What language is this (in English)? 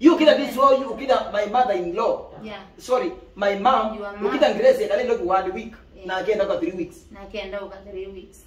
Kamba